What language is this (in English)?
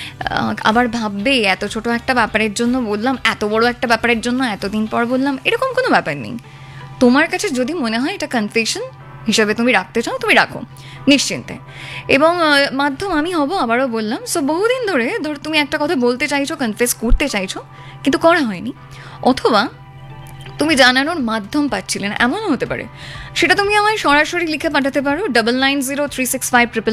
Bangla